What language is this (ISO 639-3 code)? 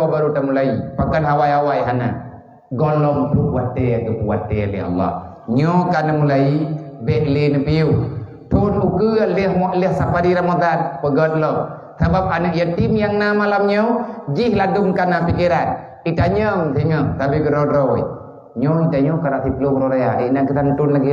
ace